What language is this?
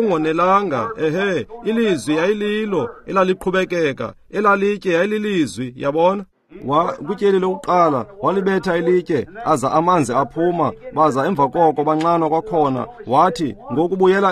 Xhosa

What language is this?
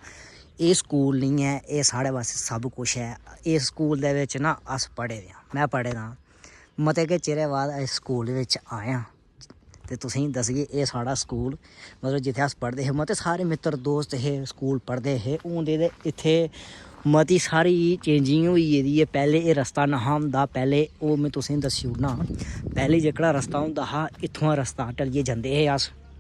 Dogri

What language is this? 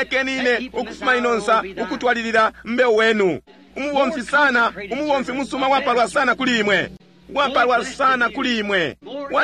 Bemba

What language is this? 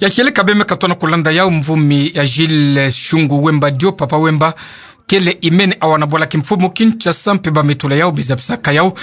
Kituba (Democratic Republic of Congo)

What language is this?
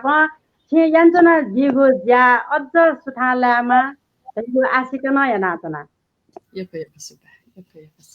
Newari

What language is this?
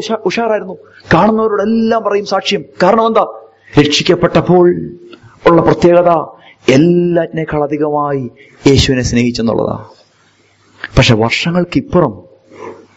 Malayalam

